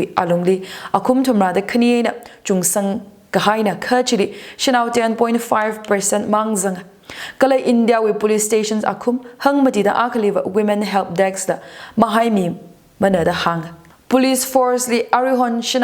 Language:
Tangkhul Naga (India)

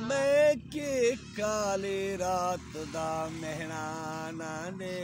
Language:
Saraiki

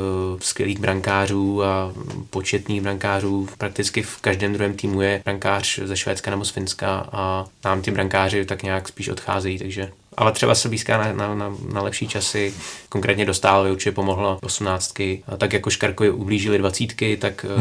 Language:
Czech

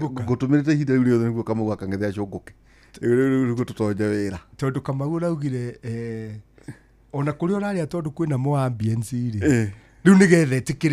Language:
Kikuyu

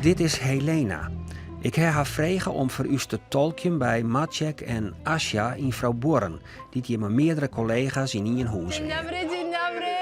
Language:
Western Frisian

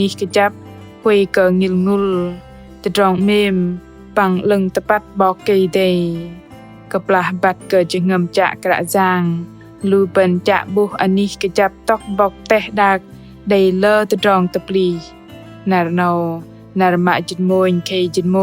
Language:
Bahnar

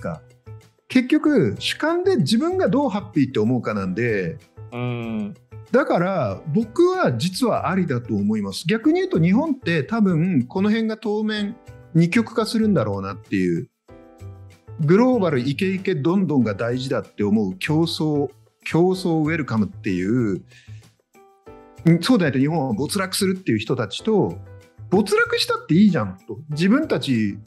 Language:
Japanese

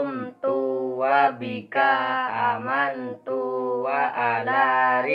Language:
Madurese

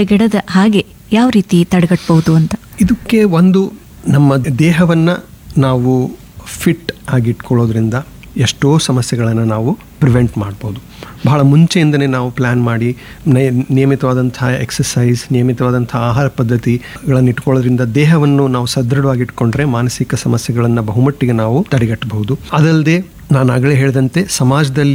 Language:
Kannada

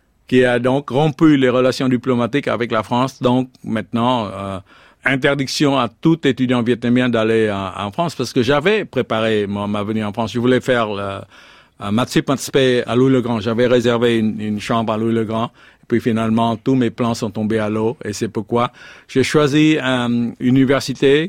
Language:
French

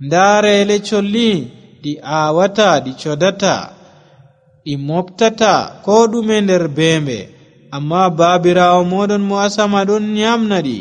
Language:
Nigerian Fulfulde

